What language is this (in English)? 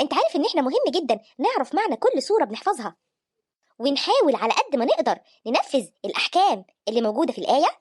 Egyptian Arabic